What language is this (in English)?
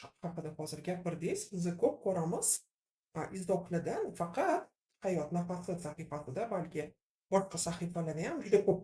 Uzbek